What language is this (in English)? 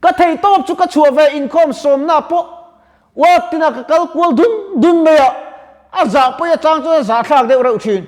Mizo